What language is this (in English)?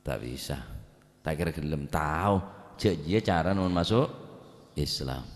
Madurese